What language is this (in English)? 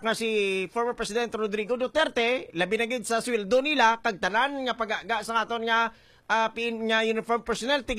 Hiligaynon